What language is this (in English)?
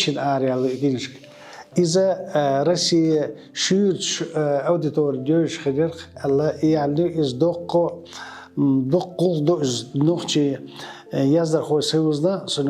Chechen